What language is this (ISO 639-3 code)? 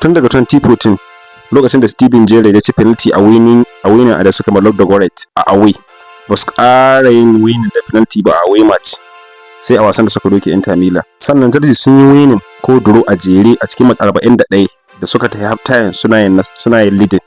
hau